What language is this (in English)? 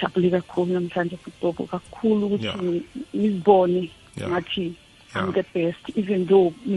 South Ndebele